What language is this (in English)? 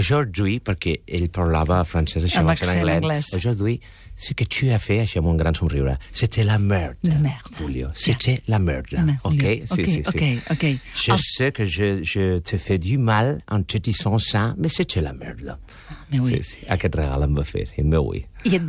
Catalan